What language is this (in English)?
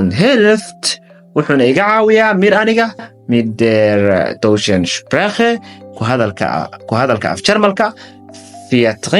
Somali